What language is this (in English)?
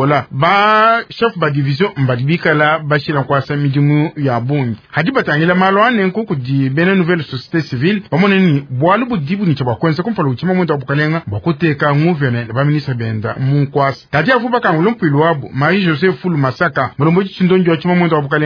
Luba-Lulua